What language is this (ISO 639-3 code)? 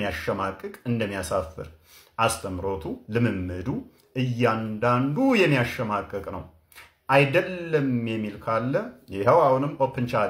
amh